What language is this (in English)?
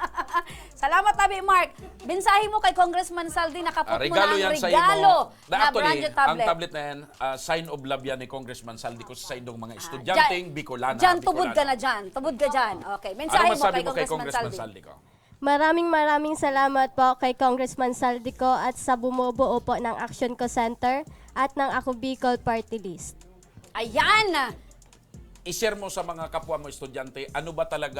Bikol